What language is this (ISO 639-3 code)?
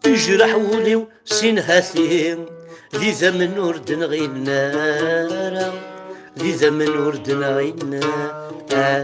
kab